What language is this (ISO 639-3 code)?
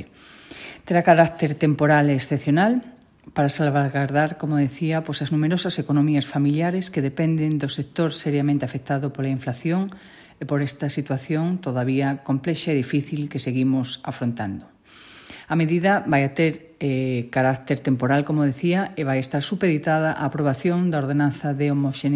glg